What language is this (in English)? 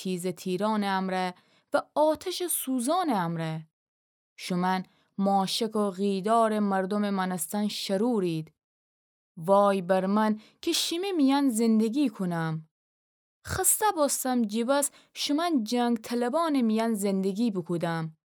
Gilaki